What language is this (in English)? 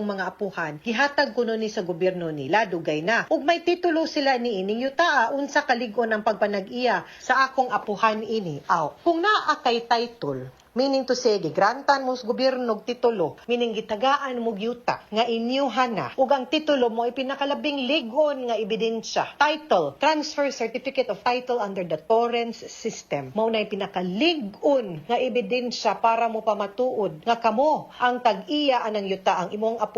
Cebuano